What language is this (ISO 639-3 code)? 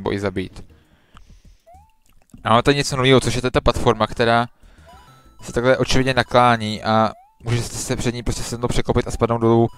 ces